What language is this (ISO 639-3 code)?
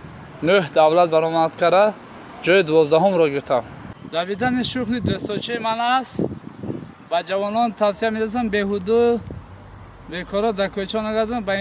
tgk